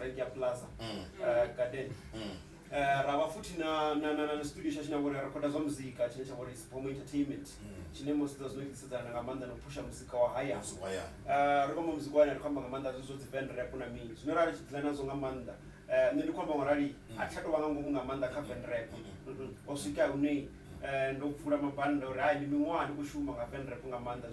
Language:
Venda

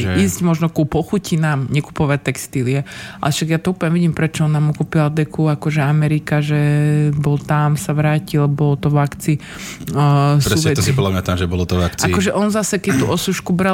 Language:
Slovak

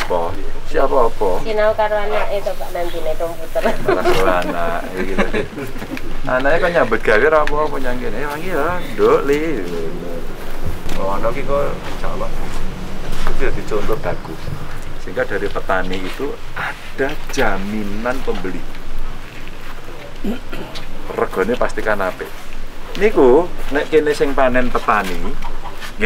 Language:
Indonesian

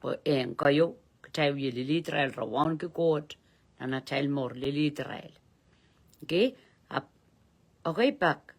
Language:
Pohnpeian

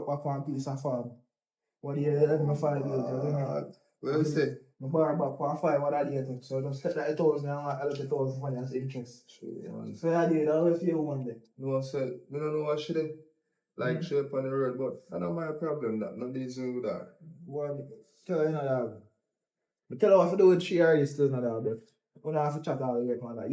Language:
Jamaican Creole English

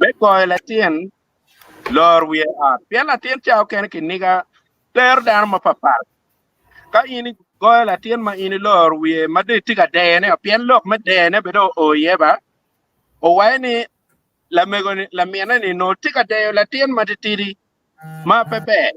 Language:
Acoli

